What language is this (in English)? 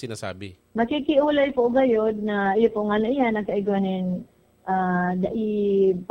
Bikol